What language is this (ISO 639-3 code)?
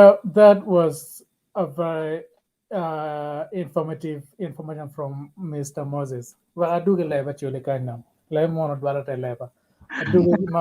ach